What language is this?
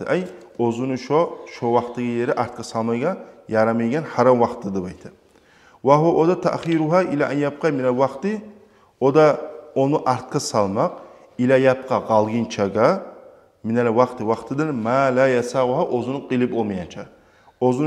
Kumyk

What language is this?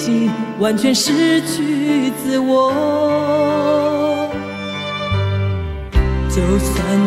Chinese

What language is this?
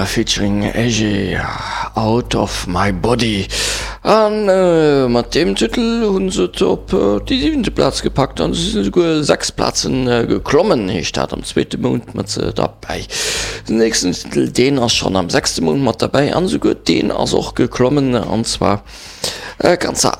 Luxembourgish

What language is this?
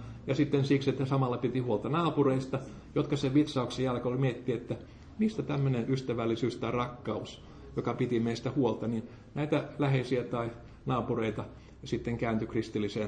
Finnish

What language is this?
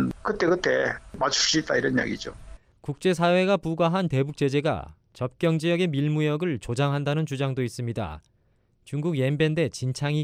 Korean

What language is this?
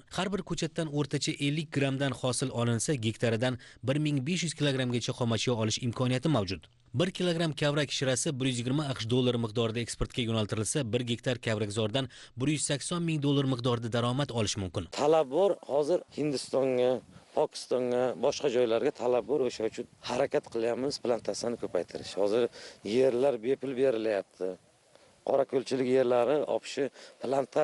Uzbek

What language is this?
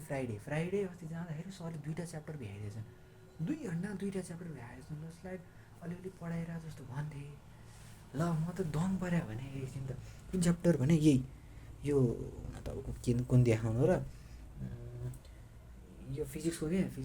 Nepali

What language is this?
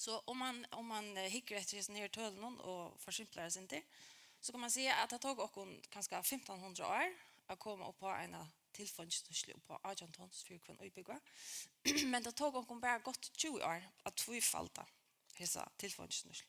Faroese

